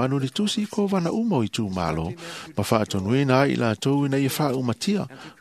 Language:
Samoan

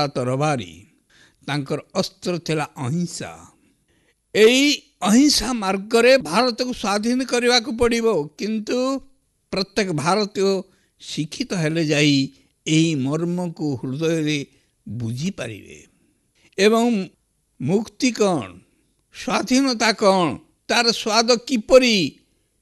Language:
Odia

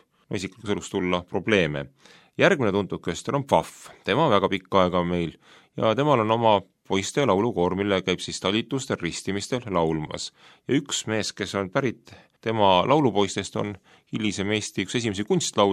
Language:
Estonian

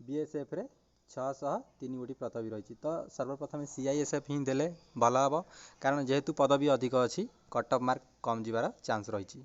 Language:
Odia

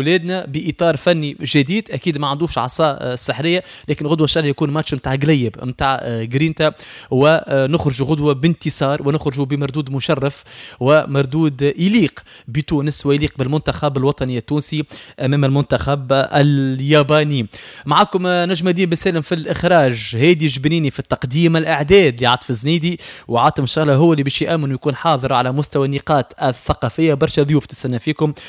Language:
Tunisian Arabic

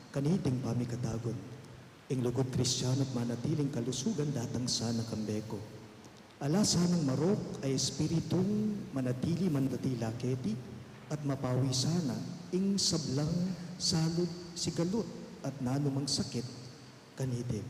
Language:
Pampanga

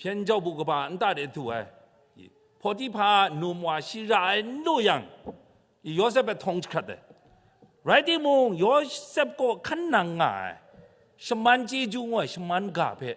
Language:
Kachin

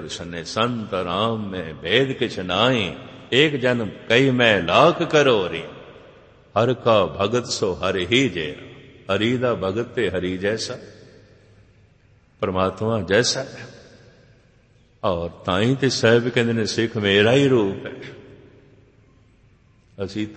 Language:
Punjabi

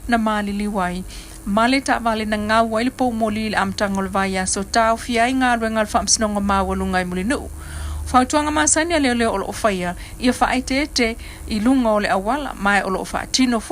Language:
Samoan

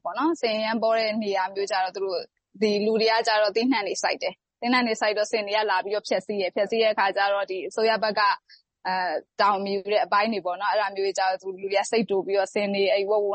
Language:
Burmese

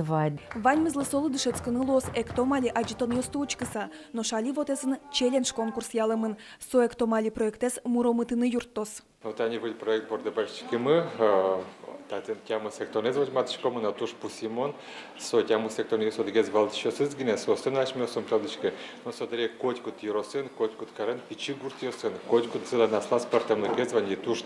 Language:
Udmurt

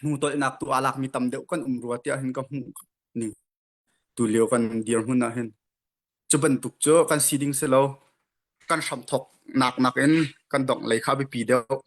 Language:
Hakha Chin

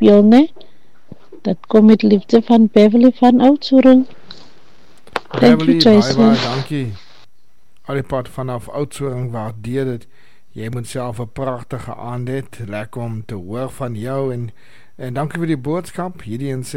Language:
Afrikaans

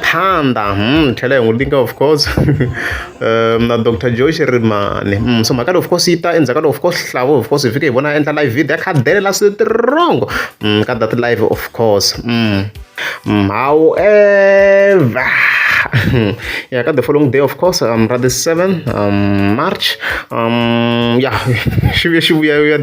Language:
Tsonga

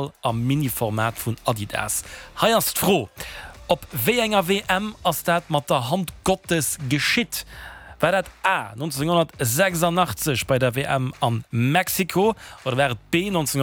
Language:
Luxembourgish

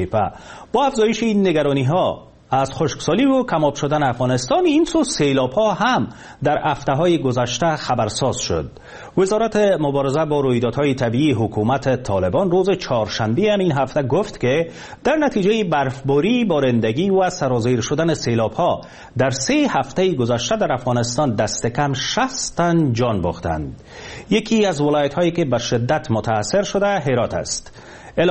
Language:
Persian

